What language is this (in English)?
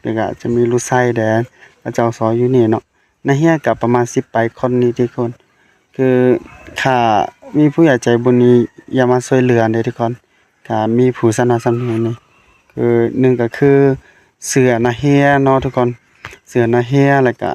Lao